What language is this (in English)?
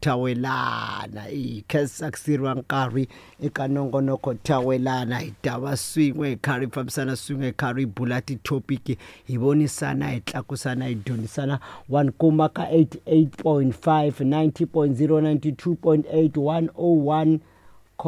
Tsonga